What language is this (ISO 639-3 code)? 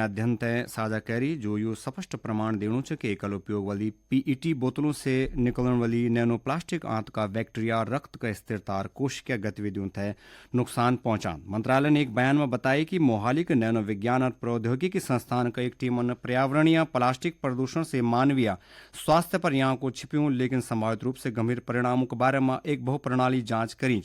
gbm